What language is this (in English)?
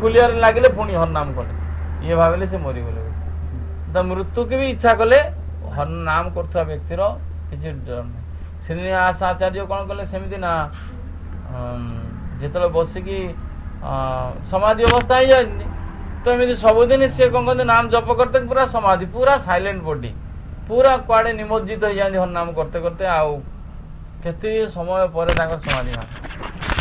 Odia